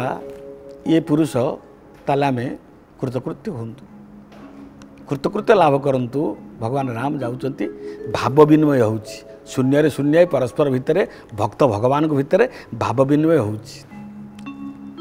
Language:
Odia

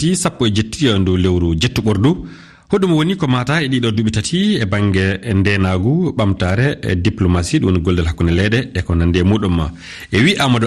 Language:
Fula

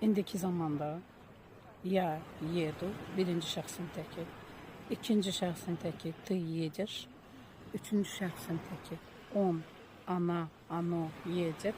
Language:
Azerbaijani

